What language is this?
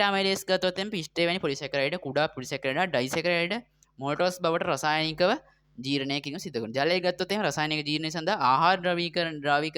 Sinhala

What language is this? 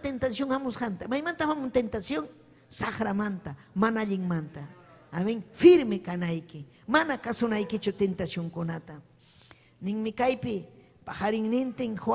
Ayacucho Quechua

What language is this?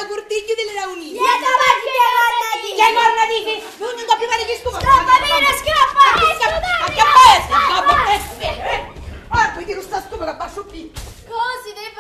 Sicilian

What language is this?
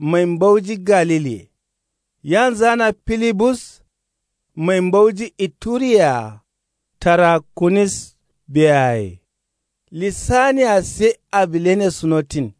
Kanuri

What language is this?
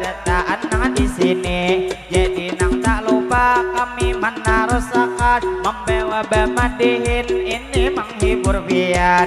Banjar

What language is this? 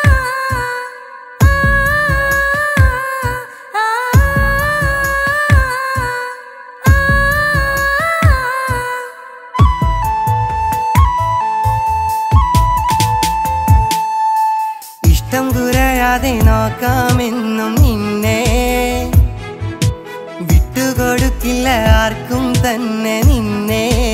Malayalam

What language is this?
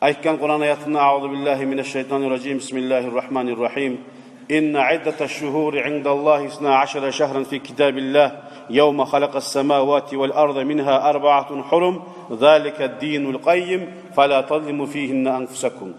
Kumyk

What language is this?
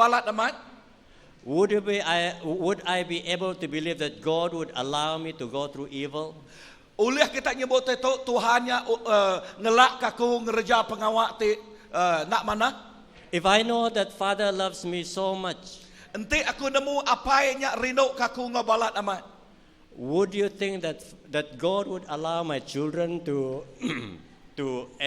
Iban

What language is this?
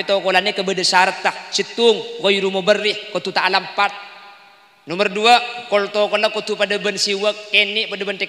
Madurese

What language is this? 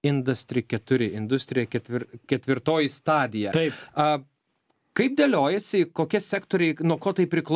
Lithuanian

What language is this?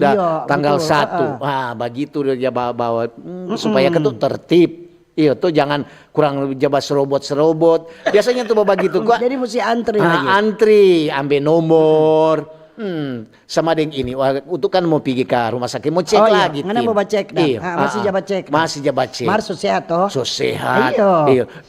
Manado Malay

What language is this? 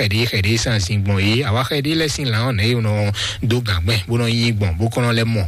Fon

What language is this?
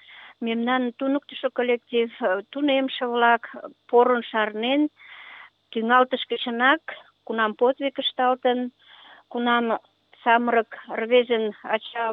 Mari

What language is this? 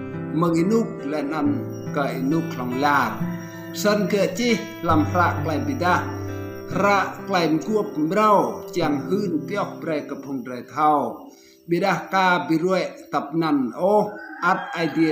Rade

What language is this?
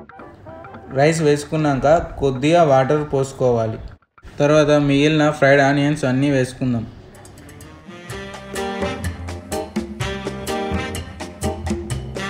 Telugu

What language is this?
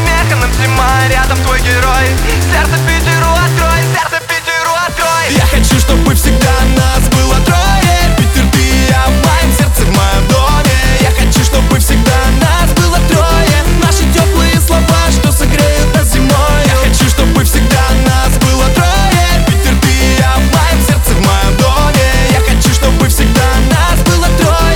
Russian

